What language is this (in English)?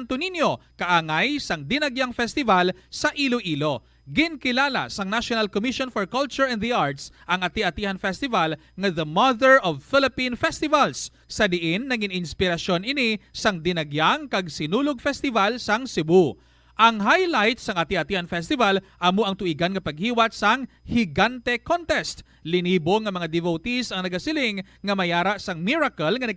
Hiligaynon